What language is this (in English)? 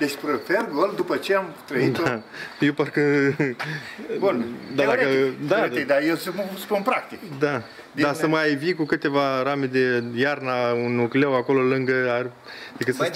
Romanian